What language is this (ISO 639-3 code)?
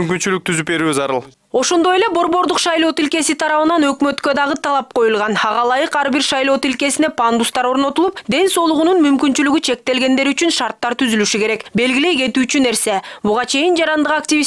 kir